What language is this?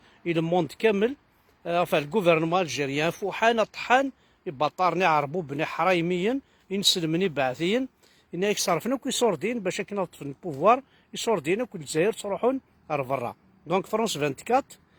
Kabyle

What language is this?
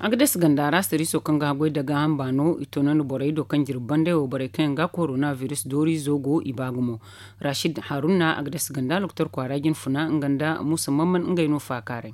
Zarma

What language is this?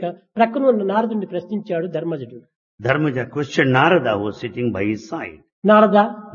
Telugu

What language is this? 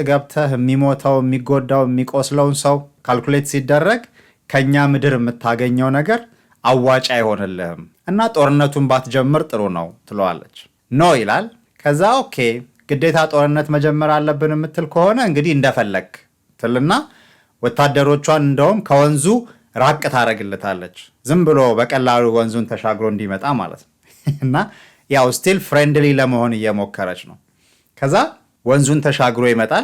Amharic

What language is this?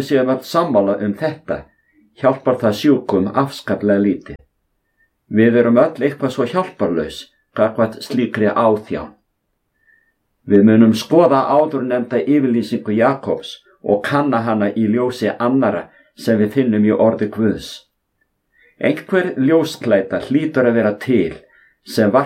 Icelandic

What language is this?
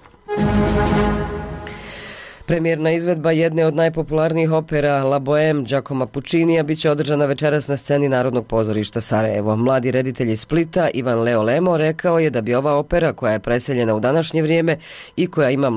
Bosnian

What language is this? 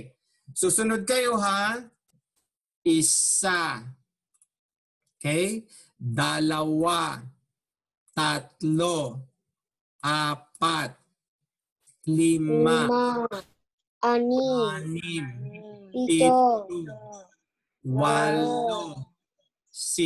Filipino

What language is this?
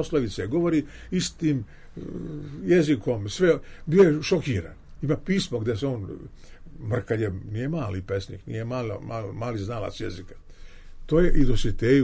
Serbian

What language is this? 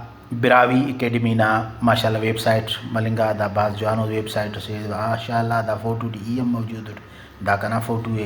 Brahui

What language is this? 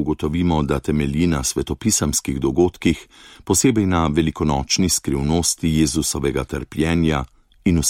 Slovenian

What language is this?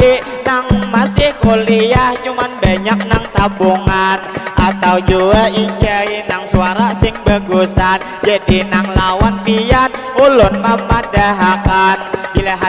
Banjar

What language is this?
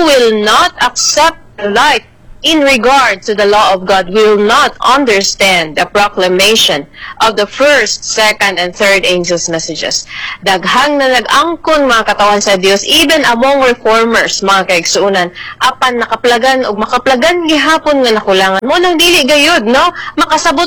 Cebuano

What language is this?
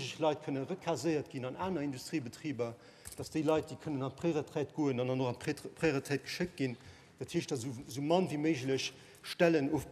Luxembourgish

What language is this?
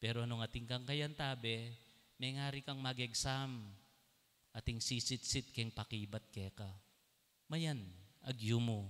Pampanga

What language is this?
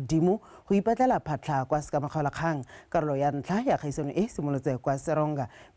Tswana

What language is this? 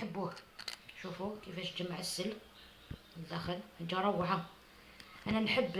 Algerian Arabic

